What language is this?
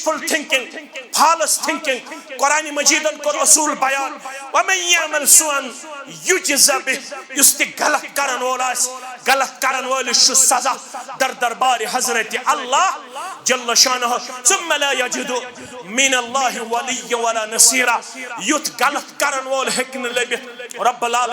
Kashmiri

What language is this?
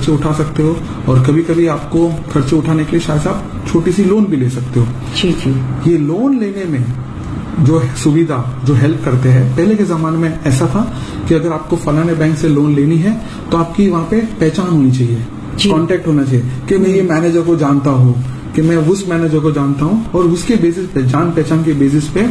Hindi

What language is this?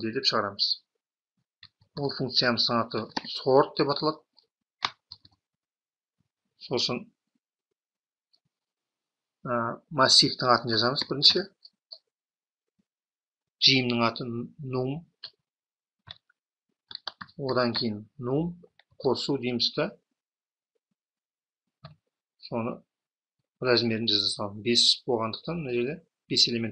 Kazakh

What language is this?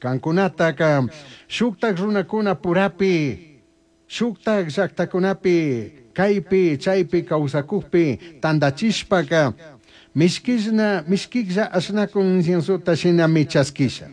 Chimborazo Highland Quichua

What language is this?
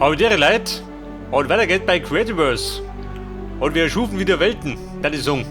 Bavarian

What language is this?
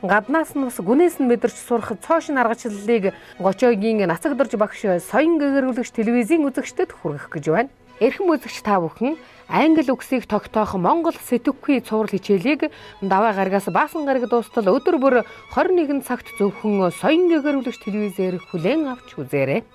Mongolian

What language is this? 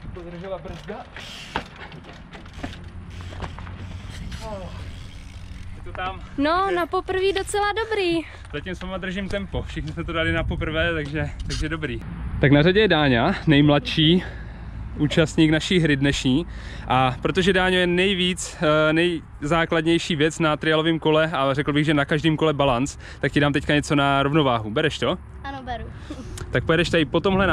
Czech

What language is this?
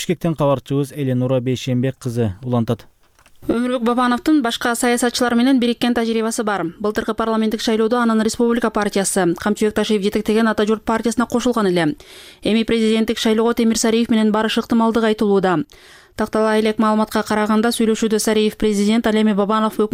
Kyrgyz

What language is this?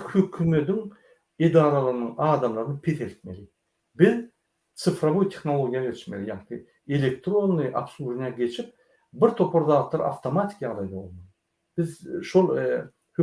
Turkmen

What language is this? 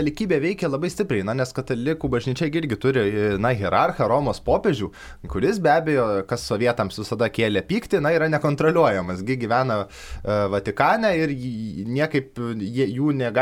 Lithuanian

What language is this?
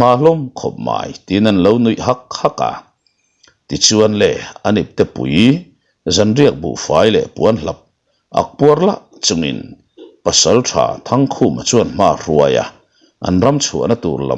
Mizo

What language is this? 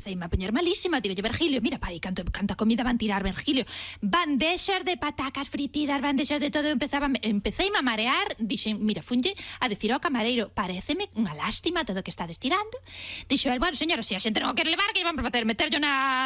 Galician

